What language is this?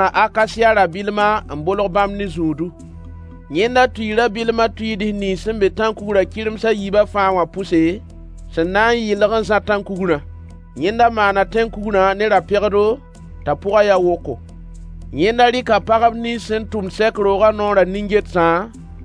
Mossi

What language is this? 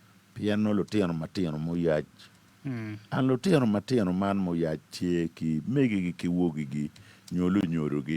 Acoli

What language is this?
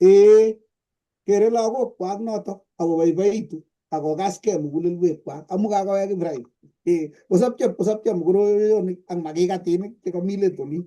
Kalenjin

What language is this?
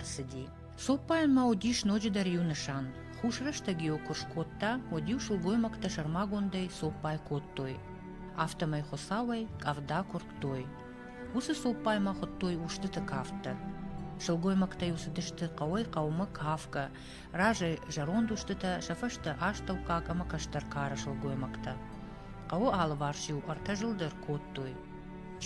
Ossetic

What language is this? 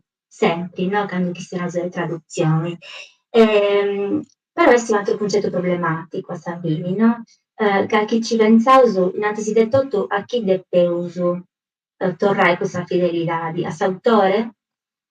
Sardinian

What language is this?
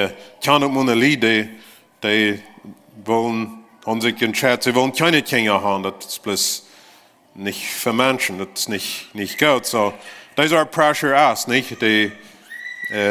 Plautdietsch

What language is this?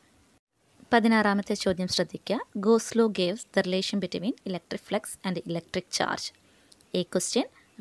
Malayalam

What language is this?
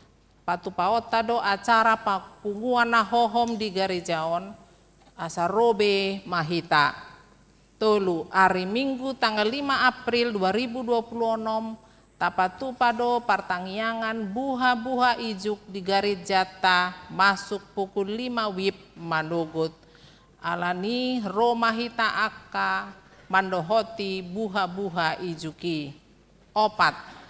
Batak Toba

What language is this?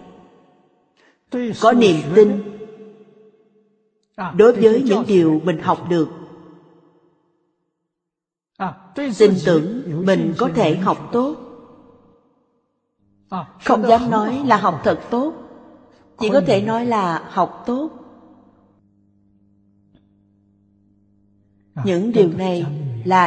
Vietnamese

